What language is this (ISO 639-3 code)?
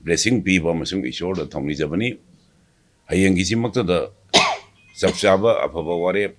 mni